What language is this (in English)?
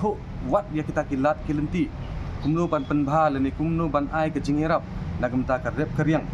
Khasi